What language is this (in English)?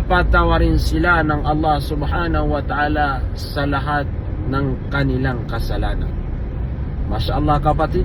Maranao